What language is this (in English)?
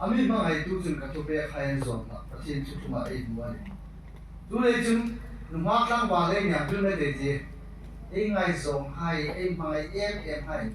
Hmar